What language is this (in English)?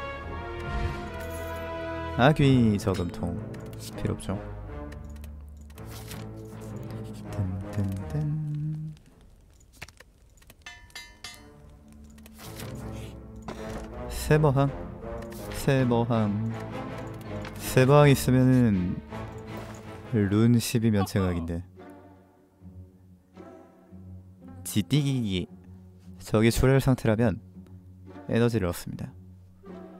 Korean